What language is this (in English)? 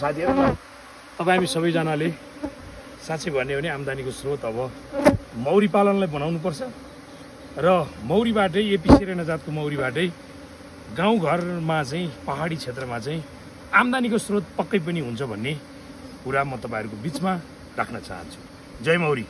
Nepali